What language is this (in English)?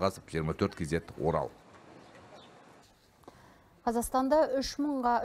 Kazakh